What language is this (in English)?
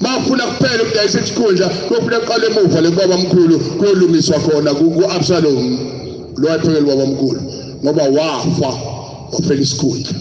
Zulu